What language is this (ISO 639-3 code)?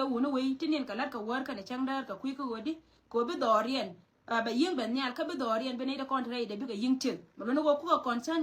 nus